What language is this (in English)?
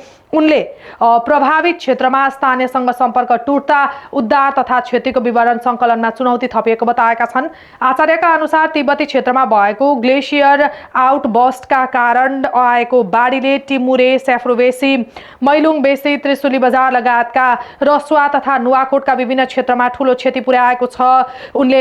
Nepali